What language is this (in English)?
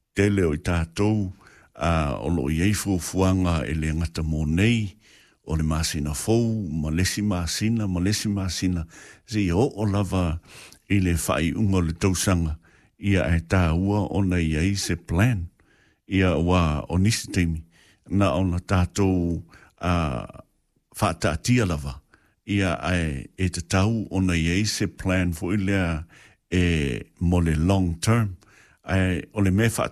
Samoan